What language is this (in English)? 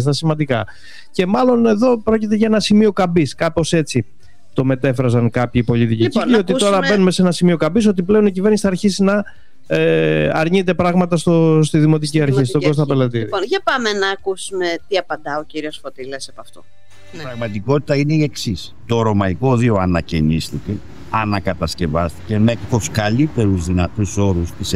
Greek